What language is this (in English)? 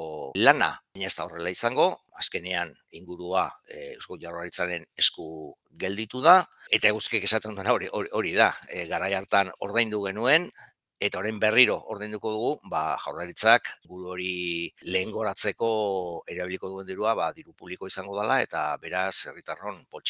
Basque